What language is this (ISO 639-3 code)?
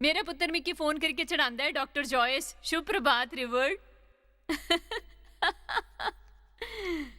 doi